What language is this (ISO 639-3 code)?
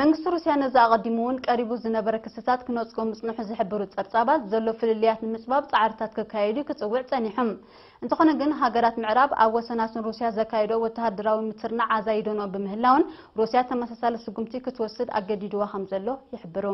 tir